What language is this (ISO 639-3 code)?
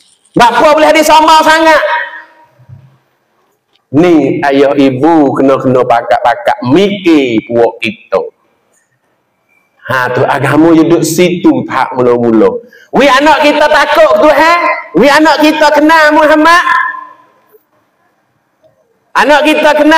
msa